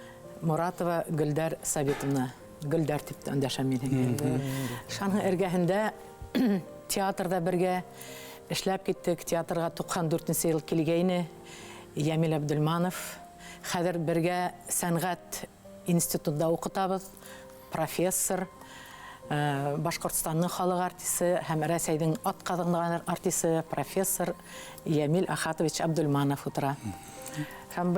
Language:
Bashkir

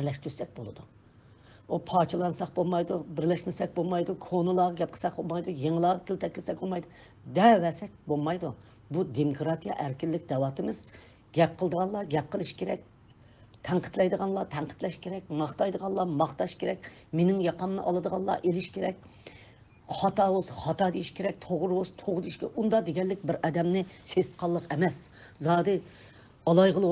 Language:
Uyghur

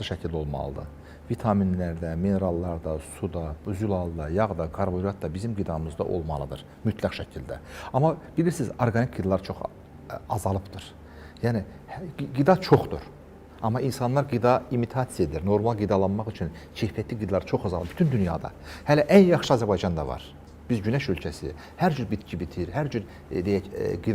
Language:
Azerbaijani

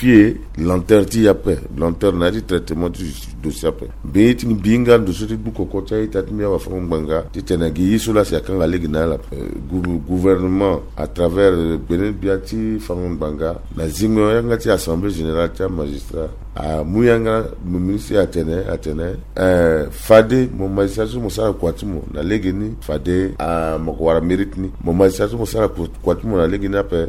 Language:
Sango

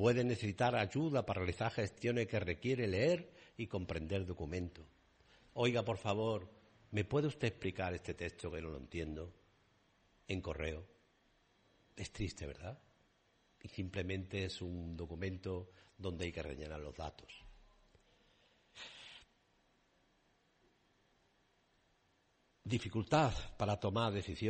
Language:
Spanish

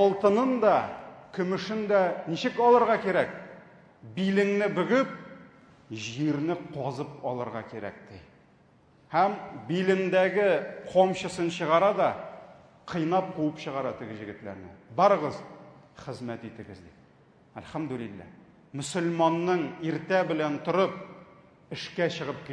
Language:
Tatar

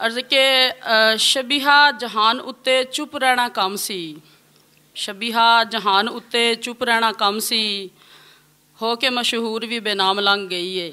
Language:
Western Panjabi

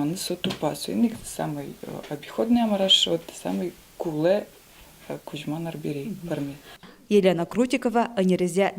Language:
Udmurt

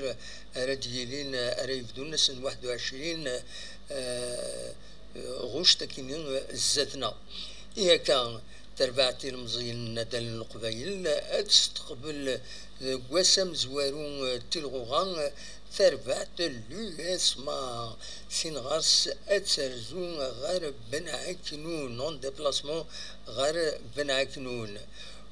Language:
Kabyle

